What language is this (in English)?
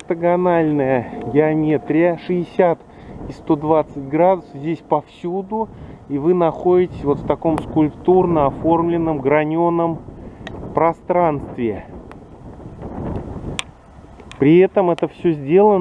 Russian